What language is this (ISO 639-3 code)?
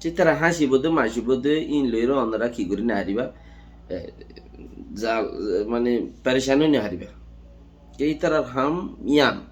rhg